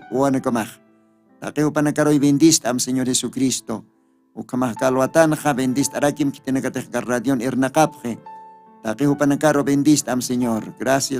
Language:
Aymara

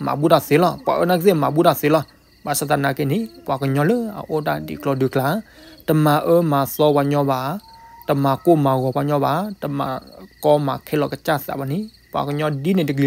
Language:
S'gaw Karen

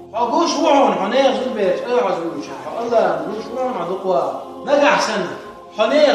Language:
Chechen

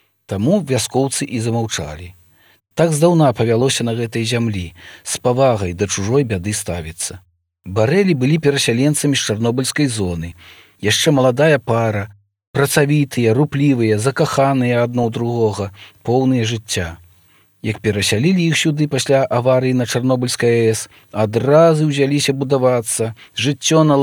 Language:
Belarusian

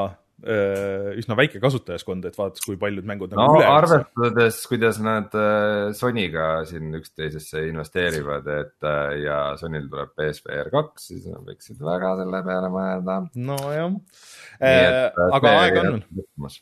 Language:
Estonian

